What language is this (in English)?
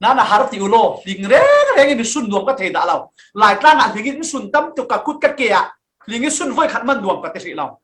Falam Chin